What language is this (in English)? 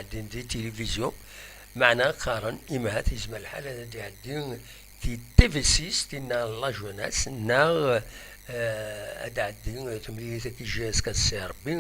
Kabyle